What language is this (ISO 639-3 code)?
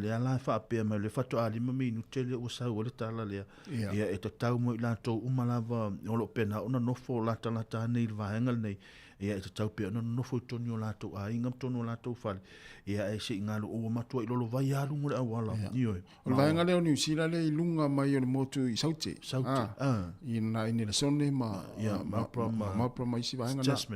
smo